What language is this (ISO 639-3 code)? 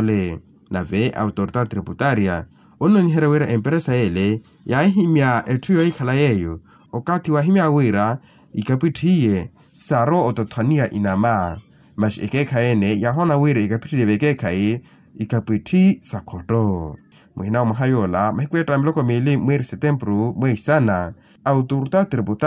vmw